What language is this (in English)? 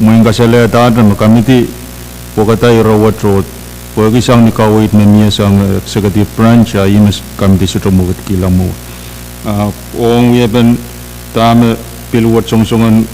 Pohnpeian